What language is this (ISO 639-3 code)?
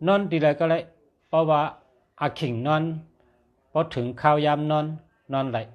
shn